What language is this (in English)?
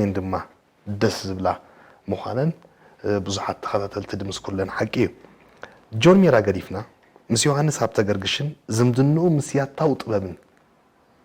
Tigrinya